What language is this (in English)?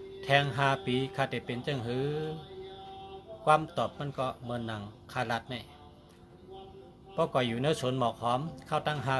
Shan